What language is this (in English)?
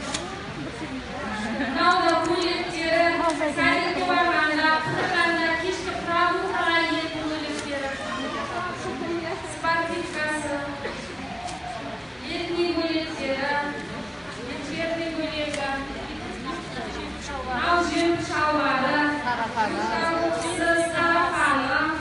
Kazakh